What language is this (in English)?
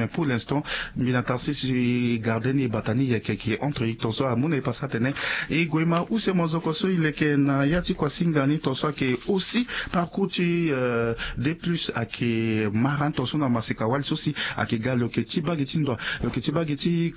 Sango